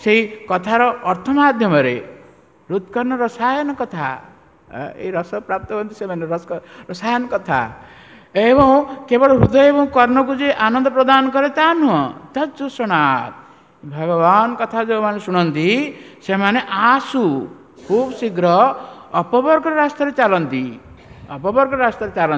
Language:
Odia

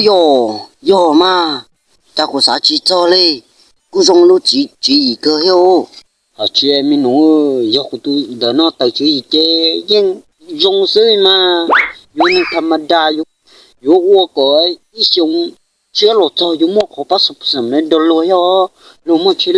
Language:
Hmong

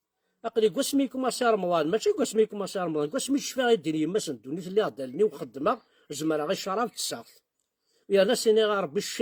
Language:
Kabyle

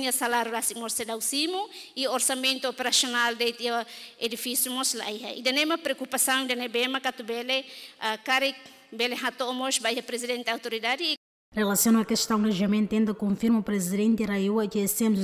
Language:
Tetum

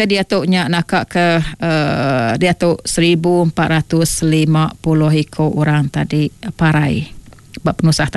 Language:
Iban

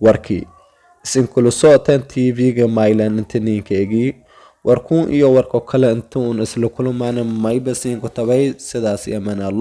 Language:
Somali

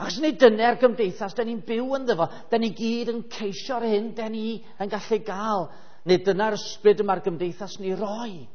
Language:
Welsh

